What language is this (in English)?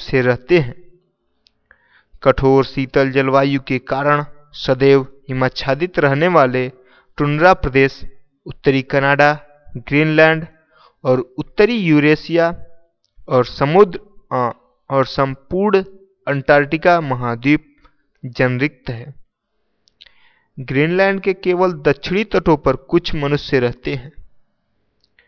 Hindi